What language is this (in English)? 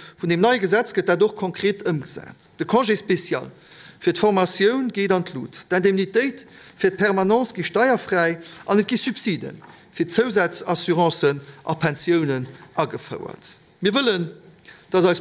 Luxembourgish